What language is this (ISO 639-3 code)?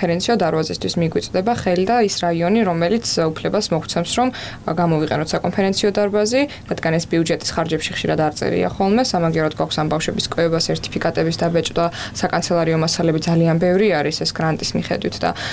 kat